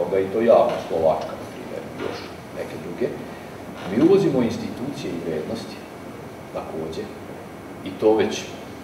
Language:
Serbian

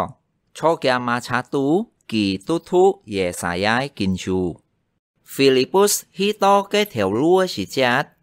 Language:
Hakka Chinese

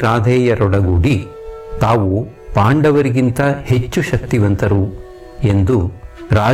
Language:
Kannada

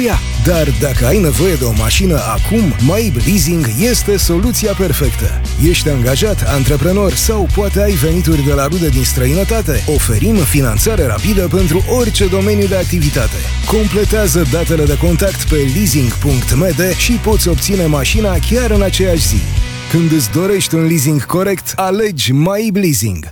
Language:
Romanian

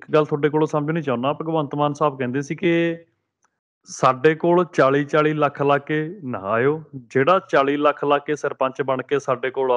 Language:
Punjabi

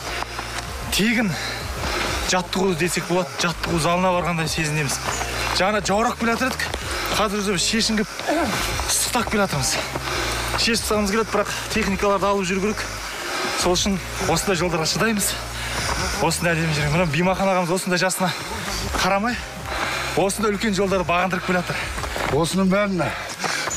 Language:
Kazakh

